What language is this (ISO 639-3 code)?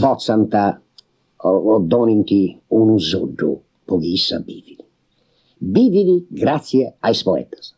srd